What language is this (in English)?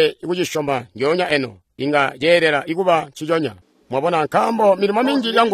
Tonga (Zambia)